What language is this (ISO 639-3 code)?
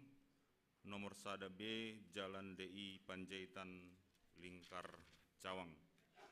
bts